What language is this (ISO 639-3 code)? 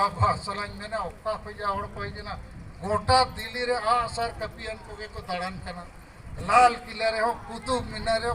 sat